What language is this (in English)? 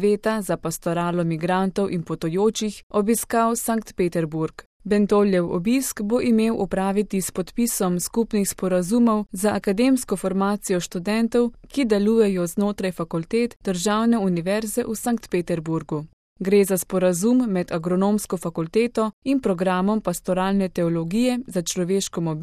Slovenian